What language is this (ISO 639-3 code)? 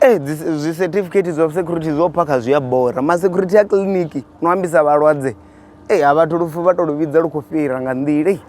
ven